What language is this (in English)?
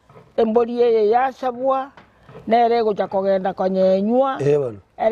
Gusii